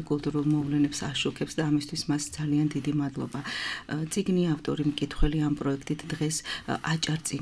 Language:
Georgian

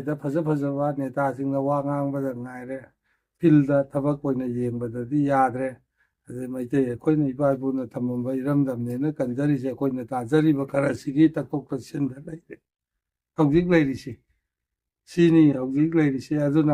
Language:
Manipuri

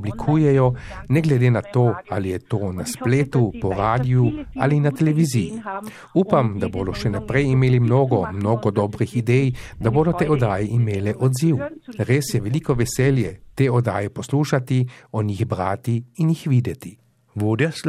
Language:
Slovenian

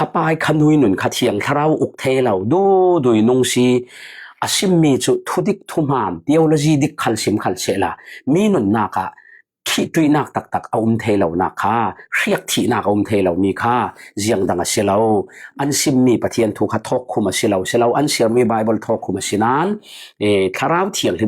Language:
Falam Chin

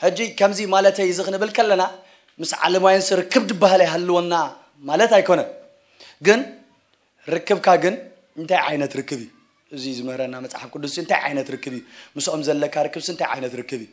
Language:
Tigrinya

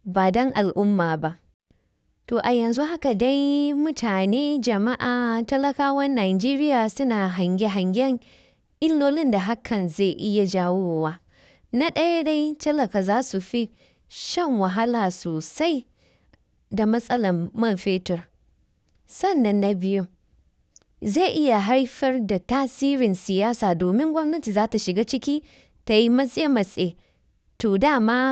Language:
Hausa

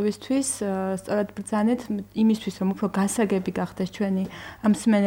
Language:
Georgian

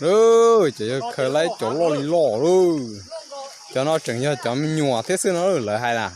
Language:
Hmong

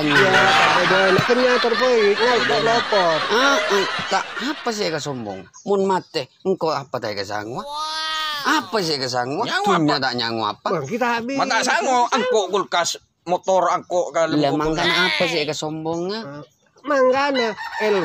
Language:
Madurese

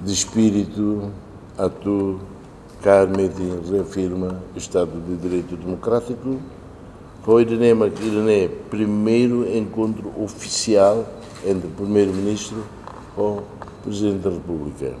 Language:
Tetum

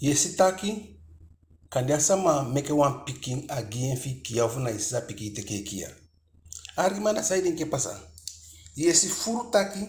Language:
Eastern Maroon Creole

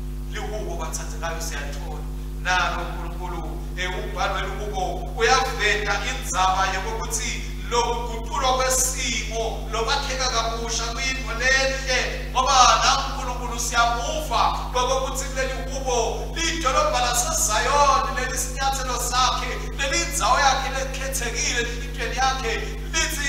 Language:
Swati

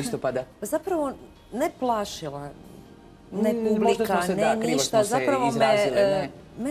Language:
Croatian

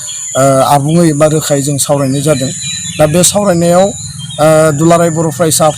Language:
Bodo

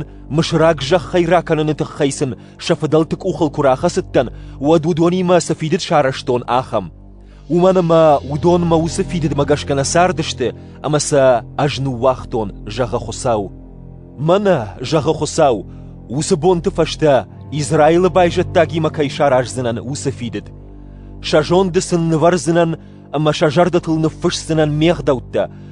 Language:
Ossetic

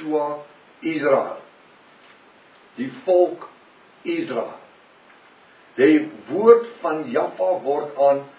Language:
Afrikaans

